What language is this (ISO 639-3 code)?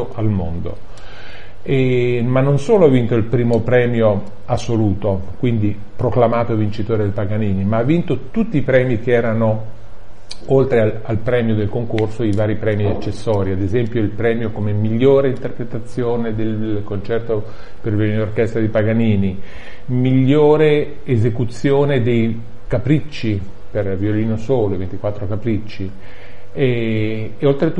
ita